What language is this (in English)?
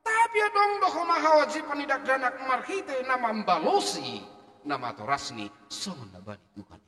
Batak Simalungun